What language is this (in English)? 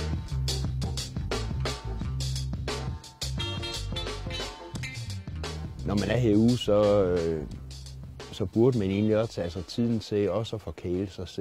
Danish